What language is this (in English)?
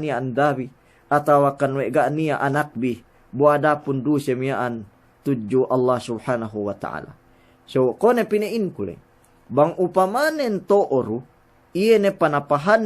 Yakan